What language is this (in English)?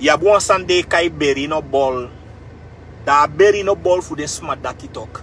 Sranan Tongo